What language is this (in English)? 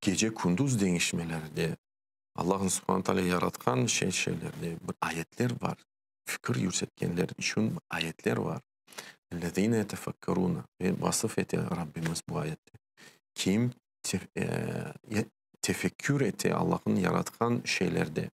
Crimean Tatar